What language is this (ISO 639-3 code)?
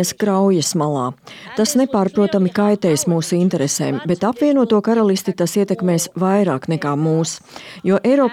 lav